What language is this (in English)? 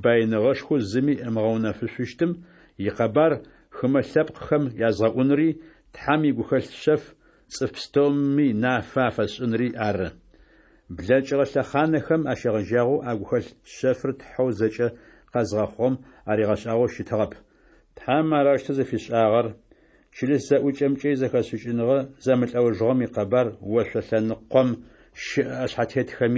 Adyghe